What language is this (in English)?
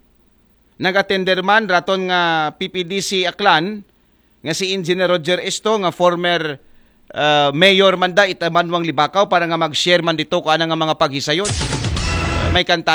Aklanon